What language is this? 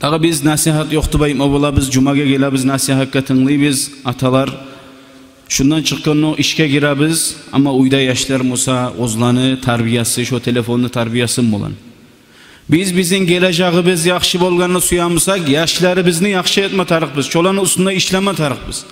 Kumyk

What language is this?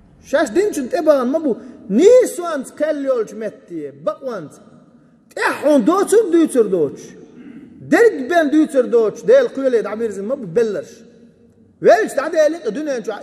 Chechen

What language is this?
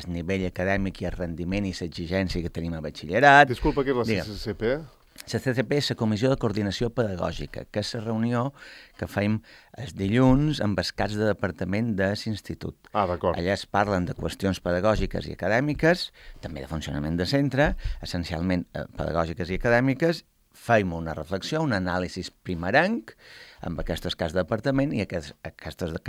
Catalan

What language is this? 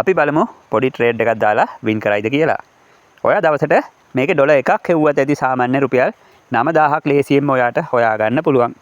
Sinhala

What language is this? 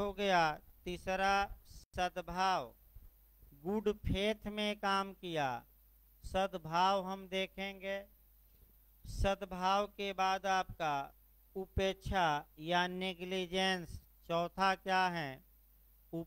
Hindi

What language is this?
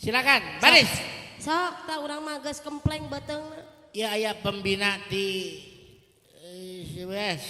Sundanese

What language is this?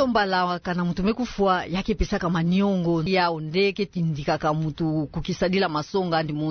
Kituba (Democratic Republic of Congo)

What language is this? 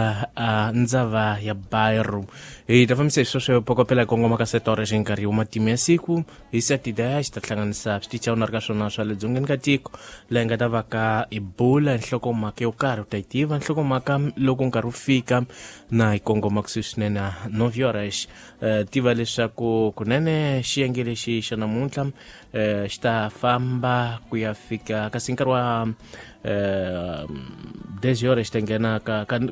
Tsonga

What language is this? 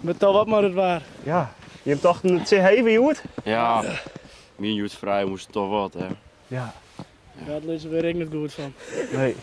Western Frisian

